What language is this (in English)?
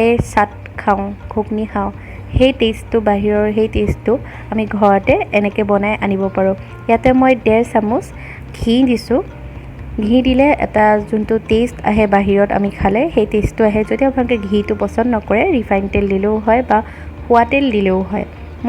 Assamese